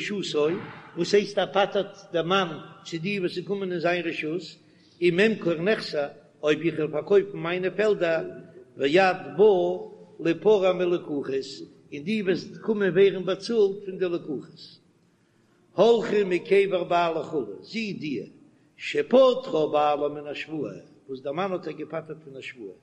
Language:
Yiddish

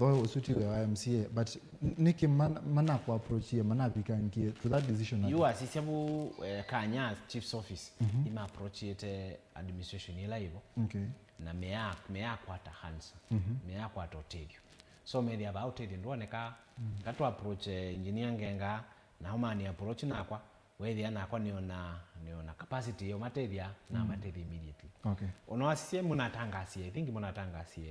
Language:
Kamba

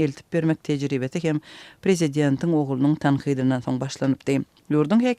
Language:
Turkmen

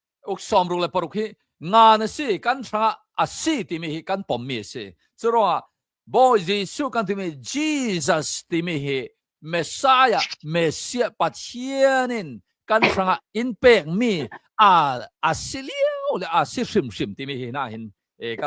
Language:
Hakha Chin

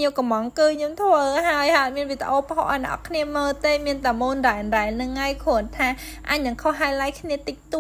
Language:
Khmer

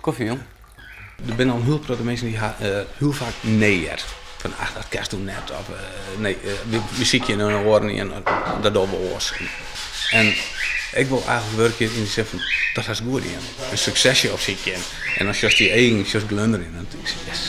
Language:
Western Frisian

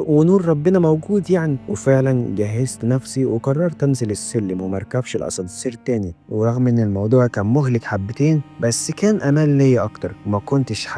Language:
Egyptian Arabic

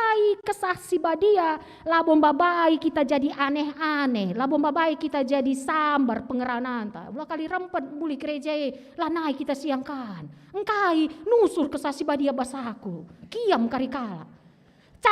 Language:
Batak Karo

